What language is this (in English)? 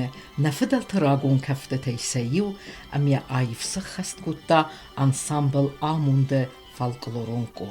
Ossetic